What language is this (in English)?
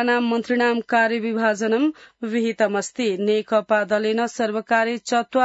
Sanskrit